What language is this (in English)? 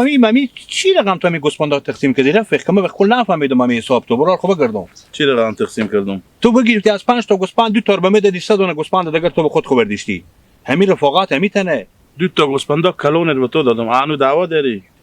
Hazaragi